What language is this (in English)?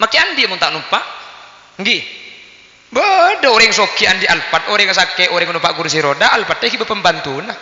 Madurese